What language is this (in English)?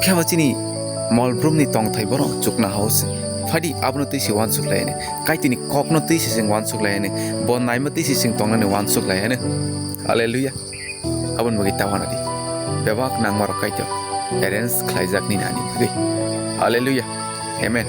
Kok Borok